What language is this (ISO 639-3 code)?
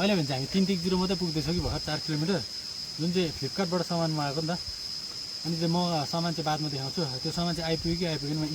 nep